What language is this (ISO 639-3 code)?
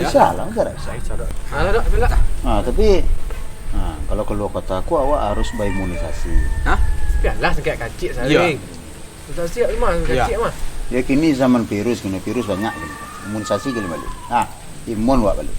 min